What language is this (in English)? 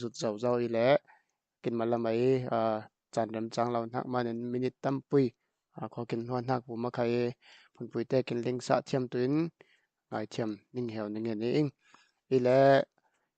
Falam Chin